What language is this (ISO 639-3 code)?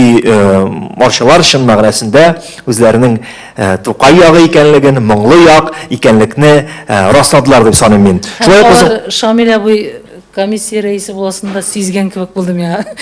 tat